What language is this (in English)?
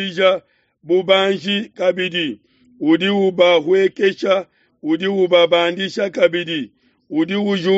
Luba-Lulua